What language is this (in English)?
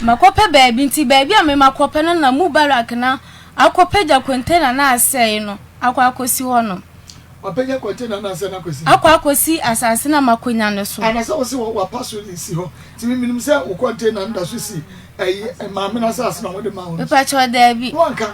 Akan